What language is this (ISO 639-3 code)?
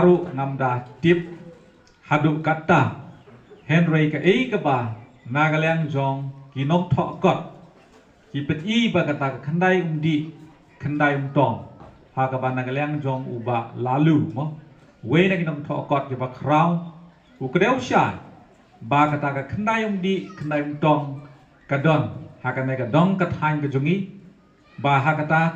kha